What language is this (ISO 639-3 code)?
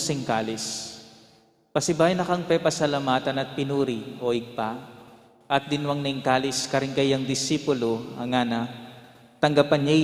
pam